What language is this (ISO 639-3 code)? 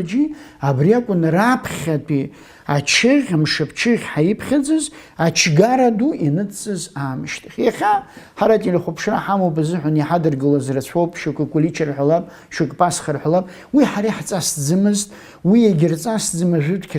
abk